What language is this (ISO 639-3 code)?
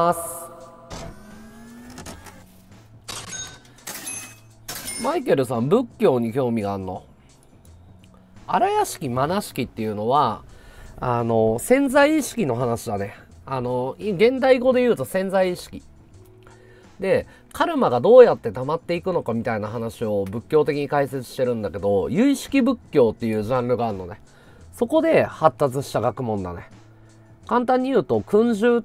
jpn